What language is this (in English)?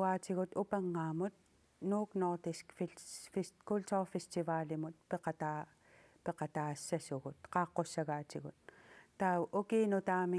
Kalaallisut